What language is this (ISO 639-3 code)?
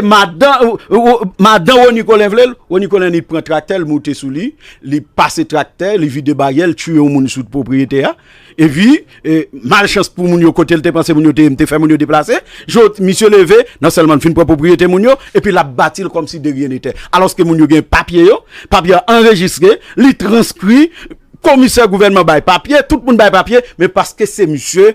hat